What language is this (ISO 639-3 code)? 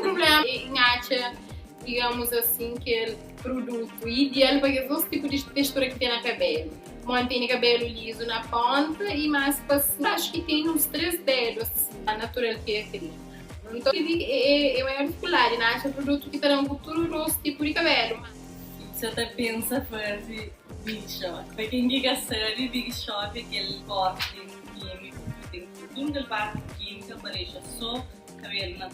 kea